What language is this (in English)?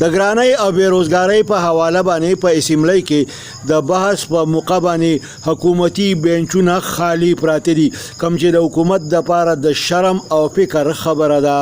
Pashto